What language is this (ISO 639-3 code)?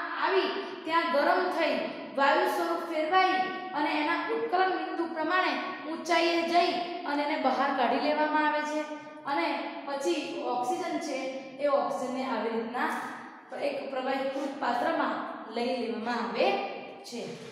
guj